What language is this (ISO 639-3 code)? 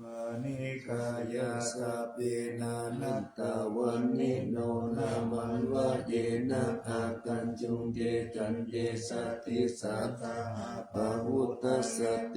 pli